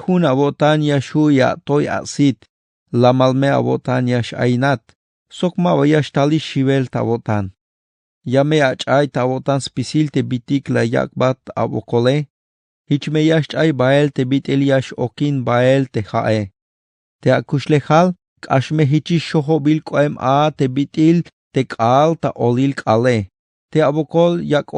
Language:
Tzeltal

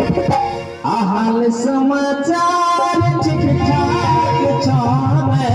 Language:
Maithili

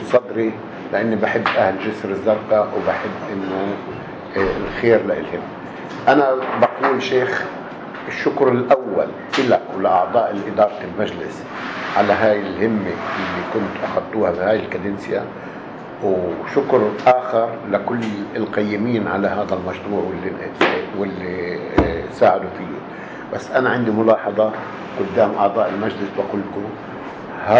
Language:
North Levantine Arabic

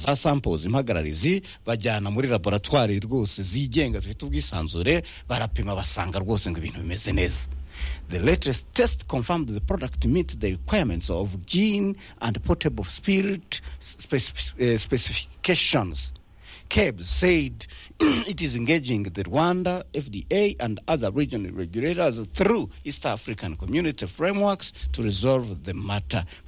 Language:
Kinyarwanda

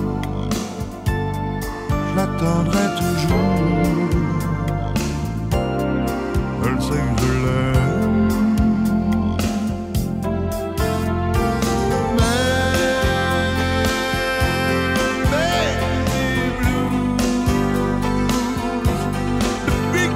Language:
French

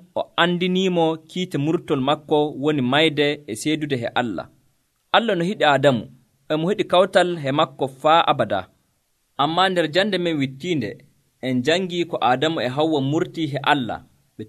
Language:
Nigerian Fulfulde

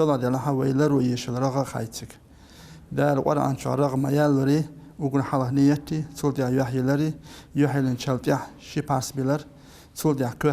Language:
Chechen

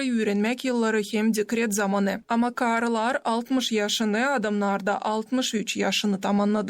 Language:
Gagauz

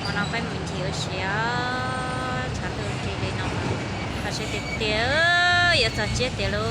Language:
Hmong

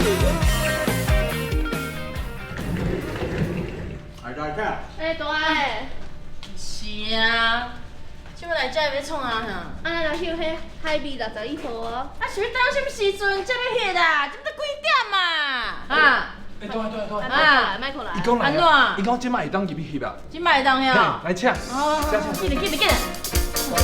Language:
Min Nan Chinese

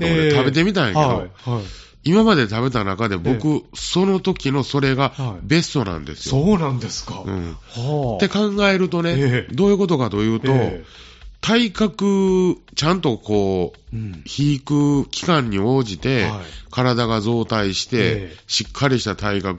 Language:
Japanese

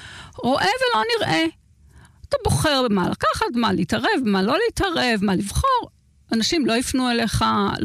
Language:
Hebrew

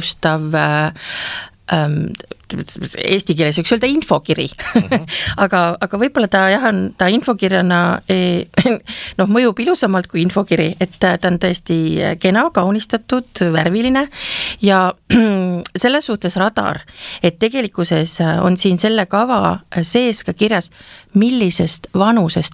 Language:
Estonian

